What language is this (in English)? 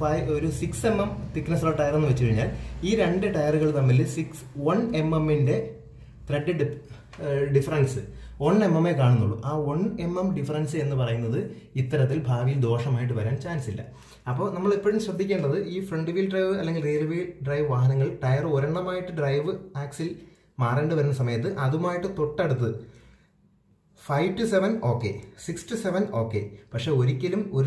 Malayalam